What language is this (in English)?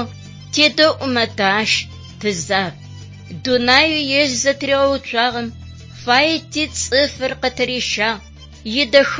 Adyghe